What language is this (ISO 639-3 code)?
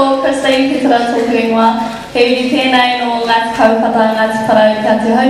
mri